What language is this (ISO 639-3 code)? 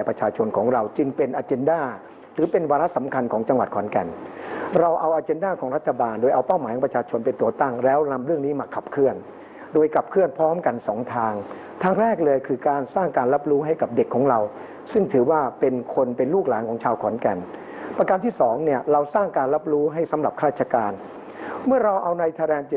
tha